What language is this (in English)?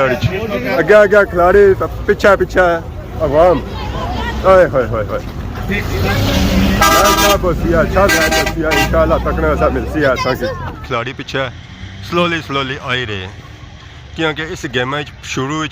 Pahari-Potwari